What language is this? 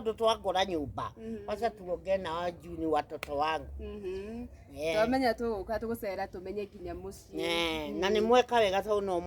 Kikuyu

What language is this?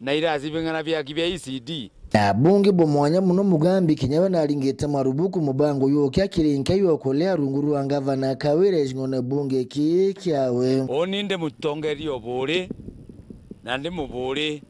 Meru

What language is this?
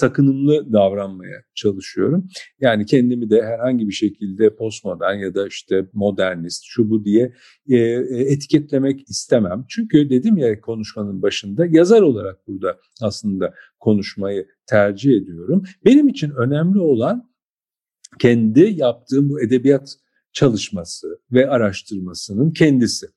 Turkish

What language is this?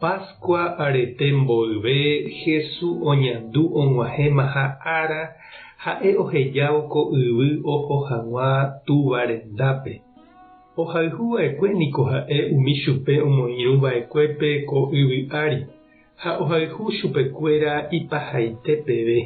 Guarani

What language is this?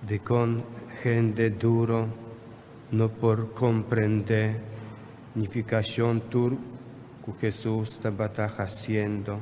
Papiamento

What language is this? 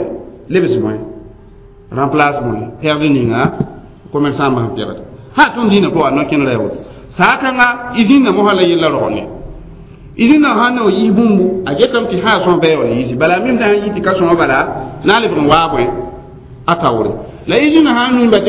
Mossi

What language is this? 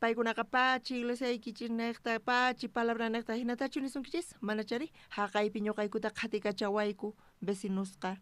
South Bolivian Quechua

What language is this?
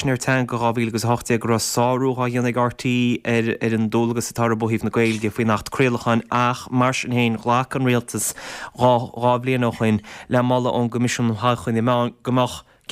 Irish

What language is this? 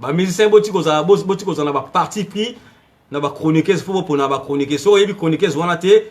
Lingala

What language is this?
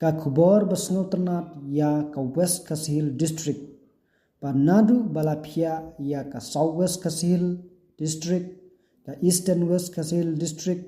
Khasi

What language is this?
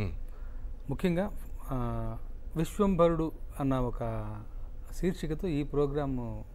Telugu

